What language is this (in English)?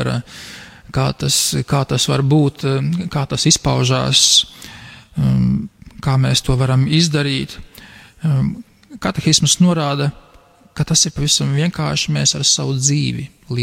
Latvian